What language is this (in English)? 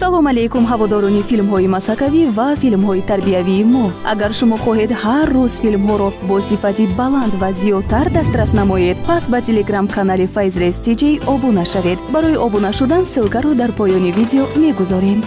Tajik